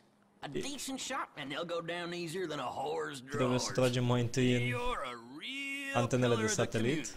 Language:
Romanian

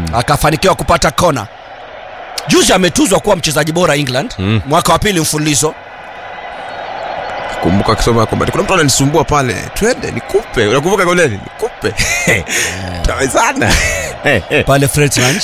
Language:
Swahili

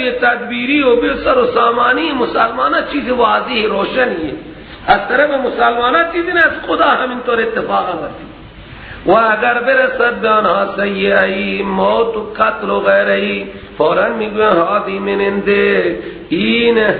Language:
Persian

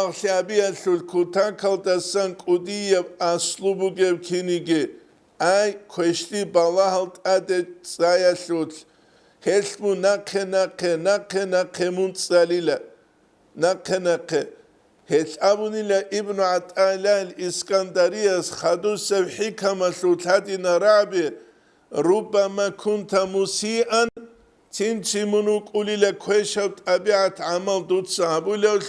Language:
Avaric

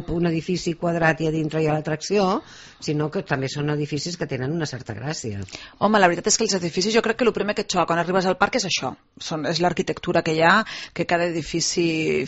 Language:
Catalan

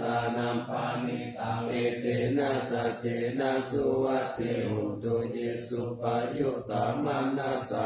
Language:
Pali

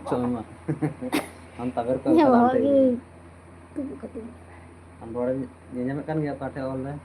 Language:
Santali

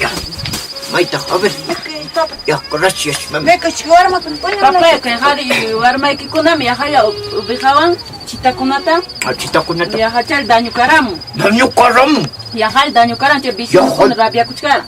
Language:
Quechua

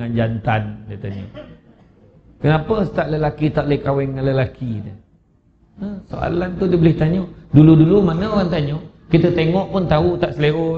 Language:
Malay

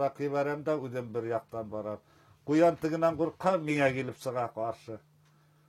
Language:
Bashkir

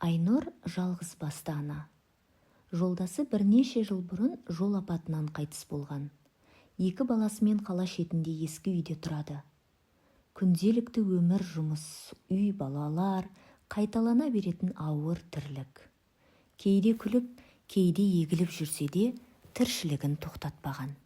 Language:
Kazakh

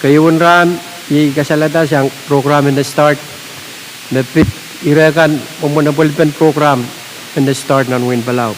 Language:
Pohnpeian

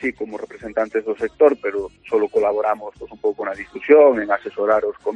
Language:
Galician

